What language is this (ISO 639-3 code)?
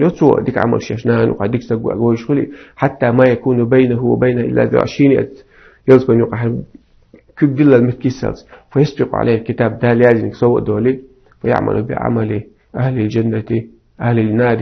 che